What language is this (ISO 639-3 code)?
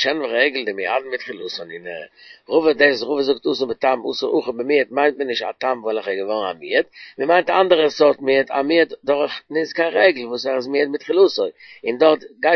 yid